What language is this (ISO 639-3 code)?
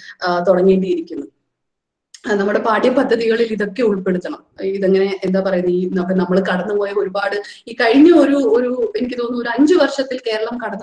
mal